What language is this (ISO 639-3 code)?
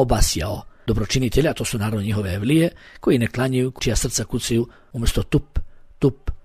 bos